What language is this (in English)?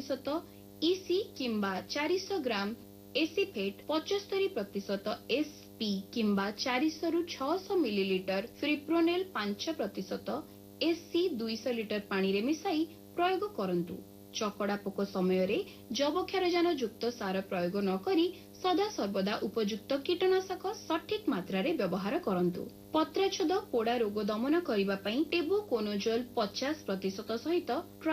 Odia